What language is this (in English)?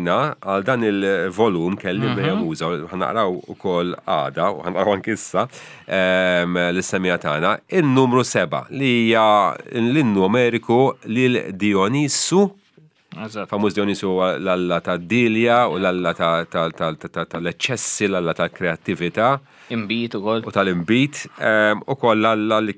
Maltese